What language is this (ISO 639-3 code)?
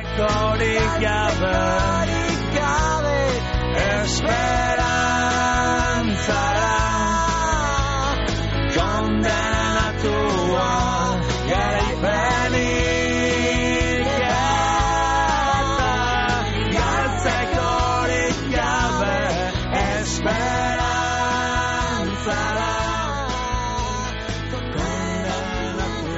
eus